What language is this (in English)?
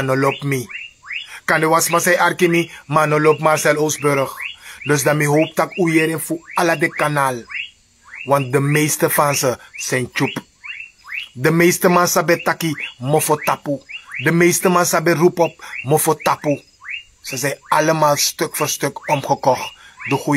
Sranan Tongo